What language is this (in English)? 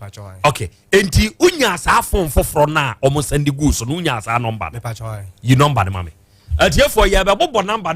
Akan